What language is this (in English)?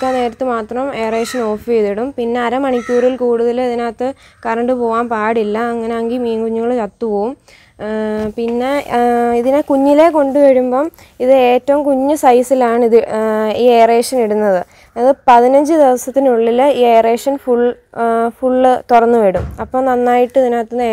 Malayalam